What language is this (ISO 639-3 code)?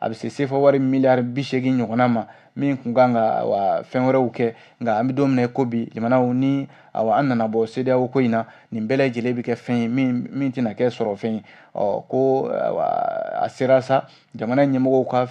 bam